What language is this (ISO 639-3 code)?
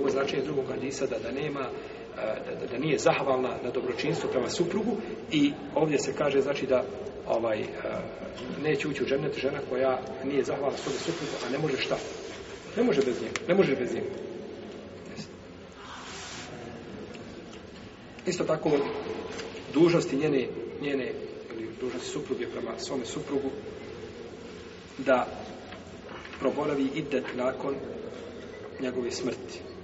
bos